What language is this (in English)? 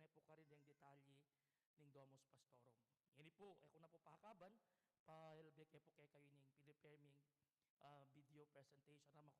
Pampanga